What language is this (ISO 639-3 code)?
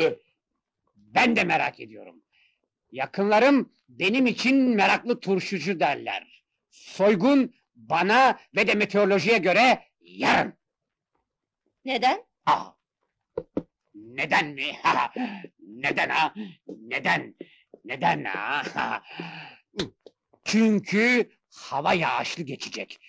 tur